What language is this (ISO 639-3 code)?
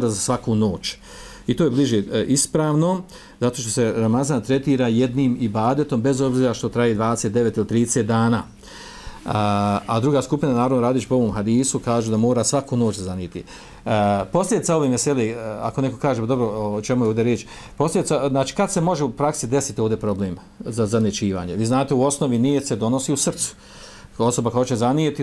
bos